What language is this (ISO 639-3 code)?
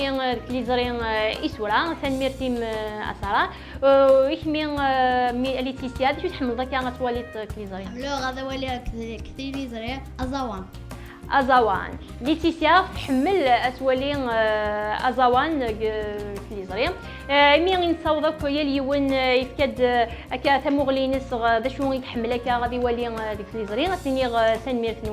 kab